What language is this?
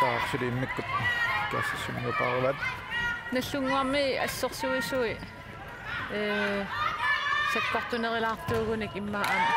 Kalaallisut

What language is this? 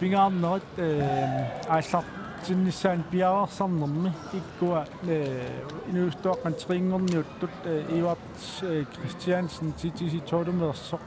Kalaallisut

